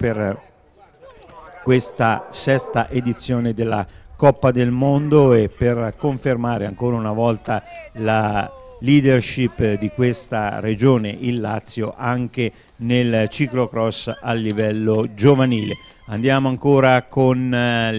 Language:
Italian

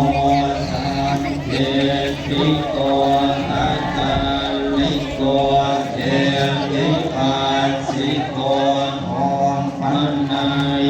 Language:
Pali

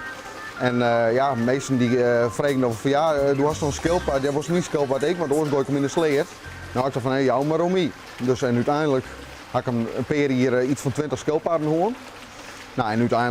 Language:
Western Frisian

